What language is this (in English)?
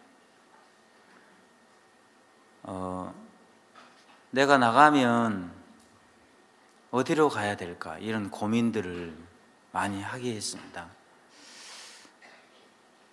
Korean